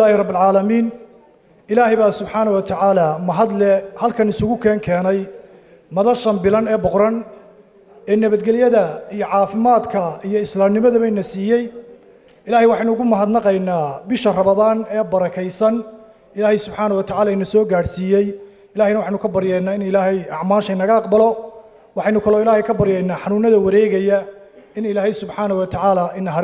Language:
Somali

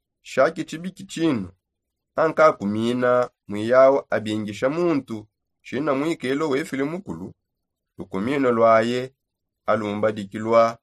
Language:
Songe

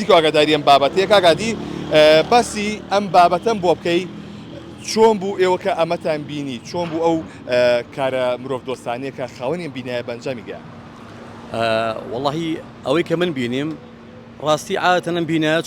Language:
Central Kurdish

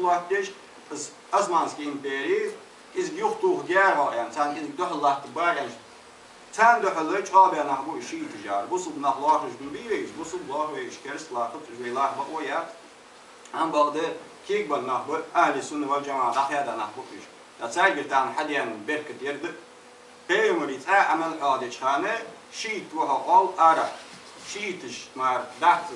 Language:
Ingush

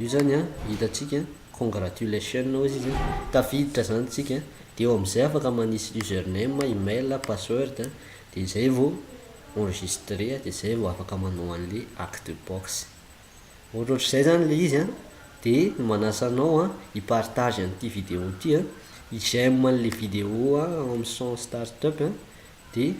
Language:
Malagasy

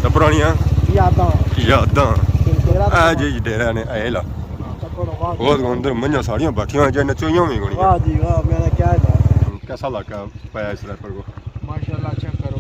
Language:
Pahari-Potwari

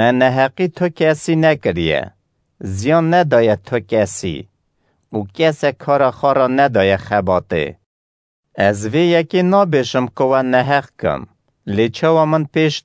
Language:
Kurdish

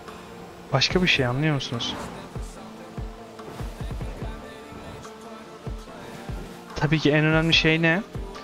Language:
Turkish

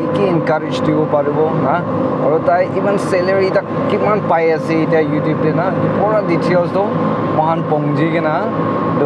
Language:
Naga Pidgin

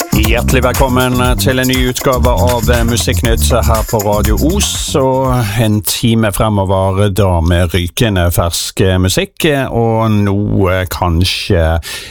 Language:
Norwegian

